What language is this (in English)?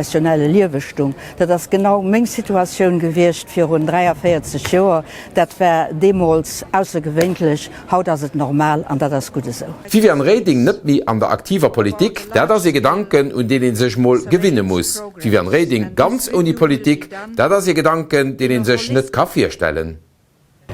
Luxembourgish